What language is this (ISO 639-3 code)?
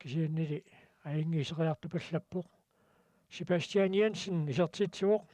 kal